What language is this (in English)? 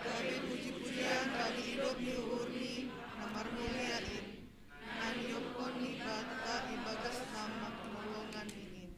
Batak Simalungun